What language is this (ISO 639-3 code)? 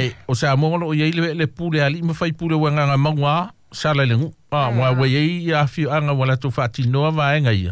smo